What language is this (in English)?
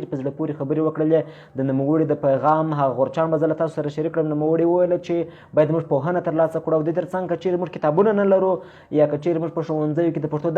Pashto